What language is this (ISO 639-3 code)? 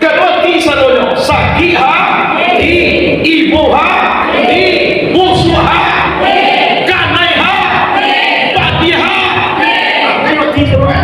min